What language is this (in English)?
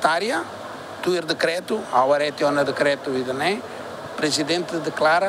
Tetum